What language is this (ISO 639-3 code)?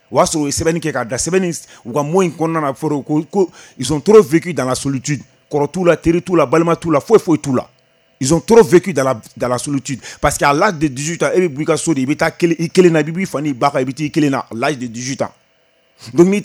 bam